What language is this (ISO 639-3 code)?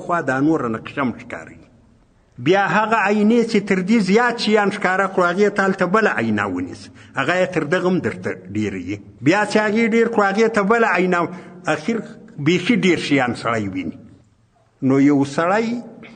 pus